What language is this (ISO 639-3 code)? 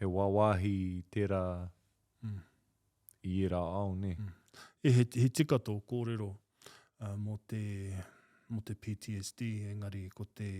mri